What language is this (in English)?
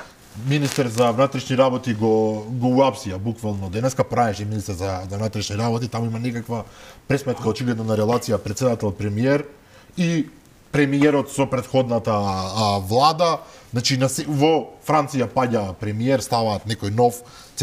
Macedonian